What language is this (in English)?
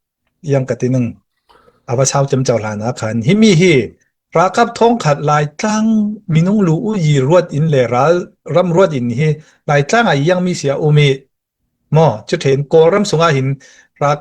Falam Chin